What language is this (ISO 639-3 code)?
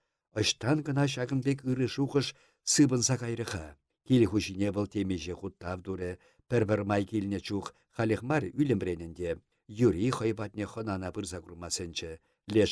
chv